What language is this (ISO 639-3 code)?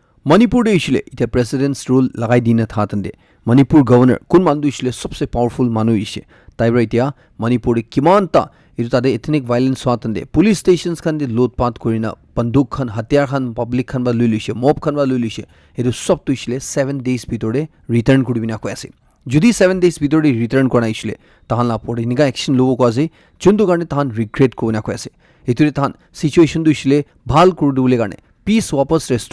nag